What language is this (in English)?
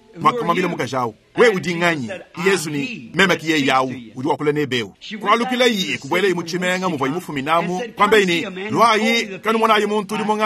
Luba-Lulua